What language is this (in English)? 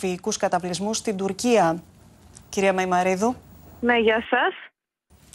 Greek